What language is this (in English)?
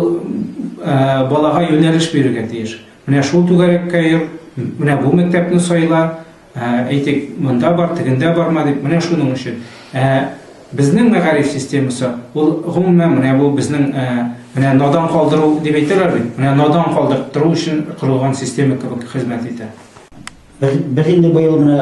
Tatar